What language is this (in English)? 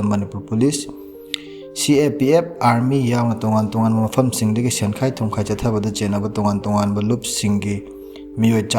Manipuri